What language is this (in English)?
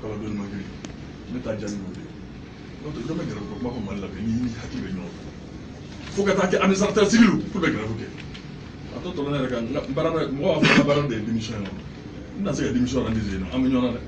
Bambara